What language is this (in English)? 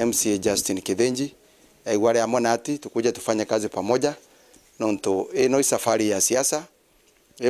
Meru